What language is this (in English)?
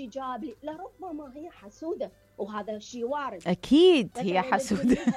Mesopotamian Arabic